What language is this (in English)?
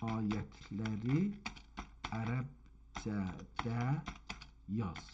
South Azerbaijani